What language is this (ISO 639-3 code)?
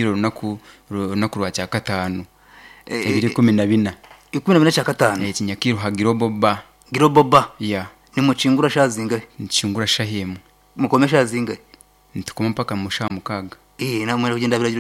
nyn